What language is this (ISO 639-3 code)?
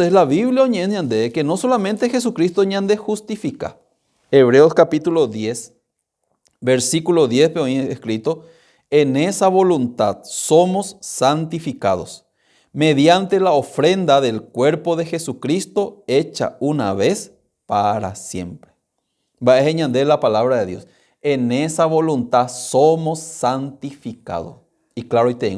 grn